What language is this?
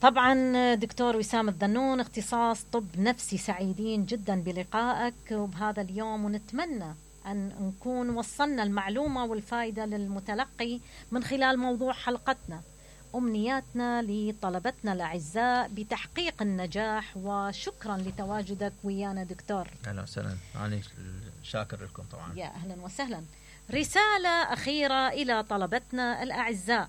Mesopotamian Arabic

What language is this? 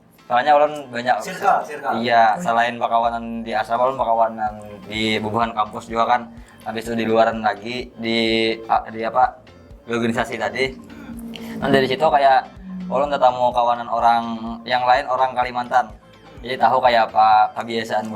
Banjar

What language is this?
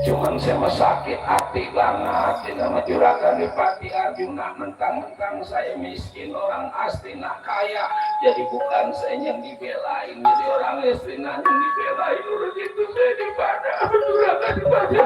Betawi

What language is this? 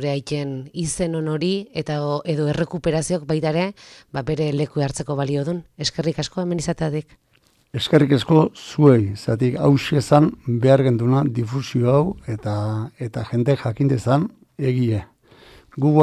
Basque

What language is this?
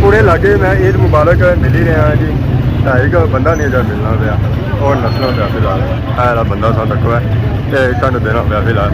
Pahari-Potwari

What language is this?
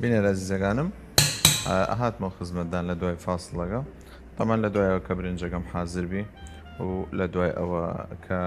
Southern Kurdish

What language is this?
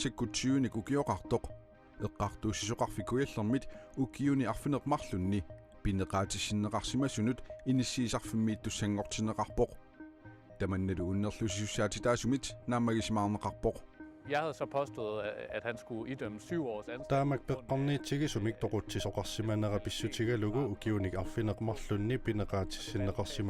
Kalaallisut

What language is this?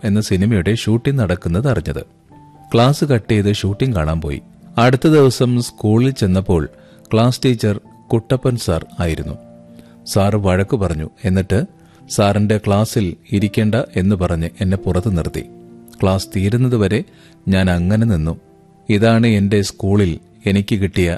Malayalam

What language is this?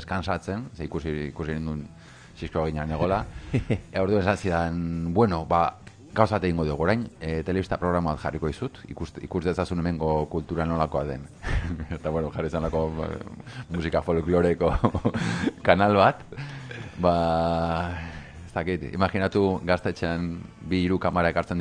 Basque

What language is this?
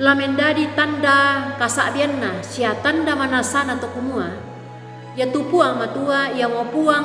Toraja-Sa'dan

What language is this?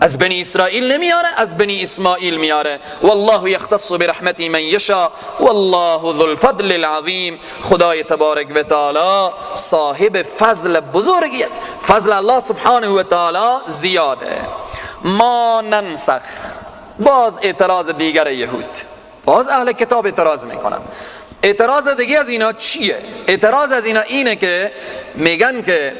Persian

